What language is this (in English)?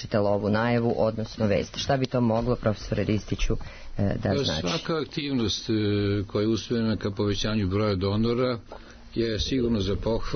Serbian